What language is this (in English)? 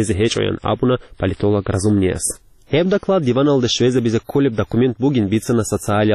Avaric